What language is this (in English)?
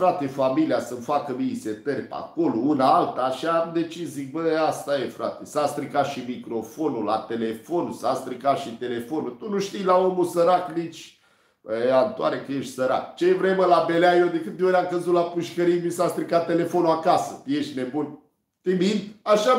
Romanian